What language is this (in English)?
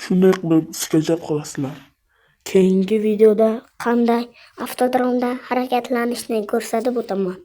Uzbek